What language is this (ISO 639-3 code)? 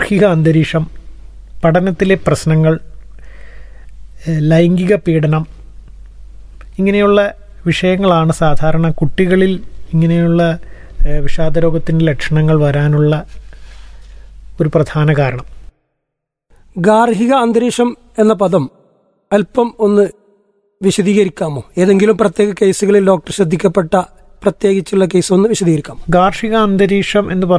mal